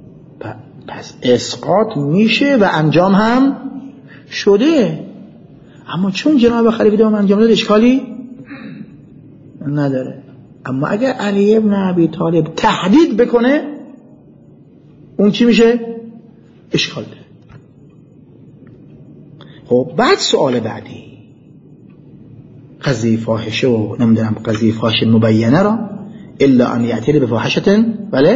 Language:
Persian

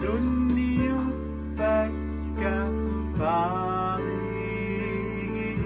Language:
Kalaallisut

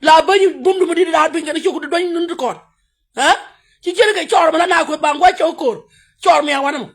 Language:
Nuer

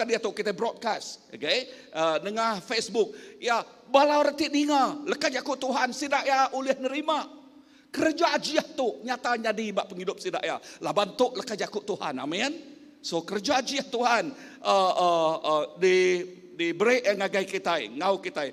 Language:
Iban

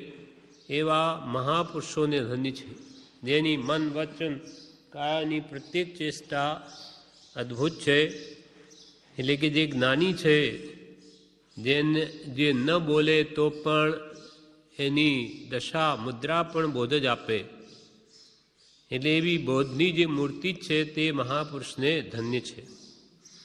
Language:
Gujarati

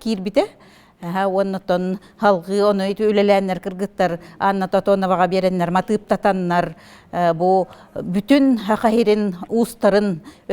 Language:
Yakut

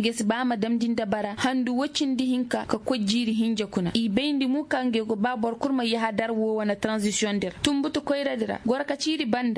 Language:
Koyraboro Senni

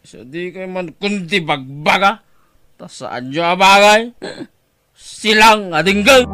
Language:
Iloko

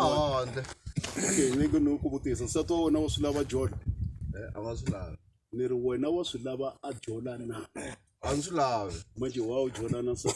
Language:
Tsonga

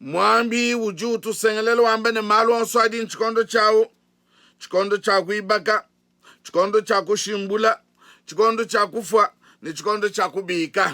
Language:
Luba-Lulua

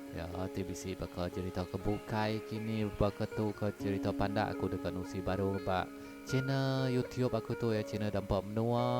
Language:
Iban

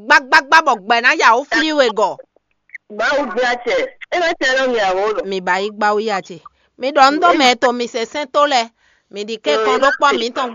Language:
Fon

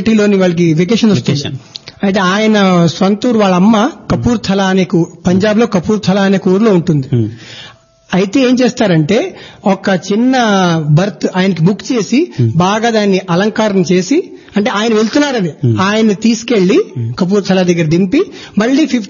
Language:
Telugu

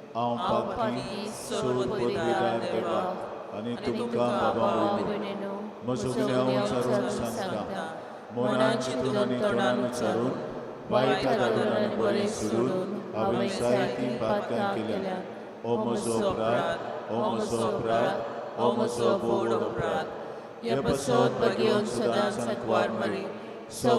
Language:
Konkani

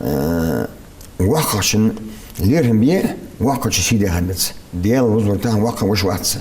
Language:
Ingush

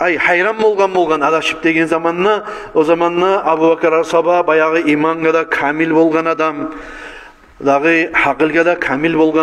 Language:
Kumyk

